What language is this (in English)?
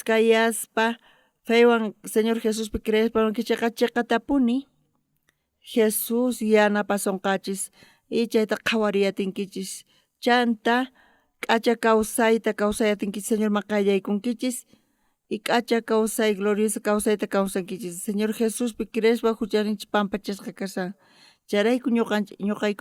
South Bolivian Quechua